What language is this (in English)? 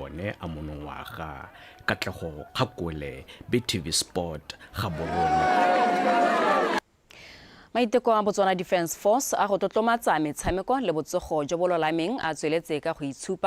Tswana